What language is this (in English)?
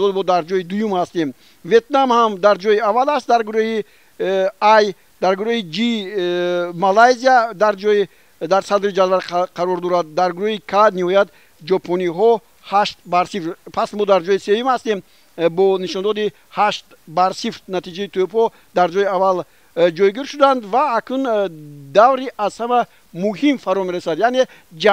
Tajik